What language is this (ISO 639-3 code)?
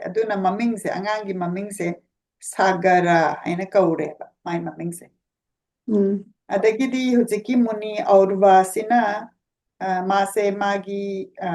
mni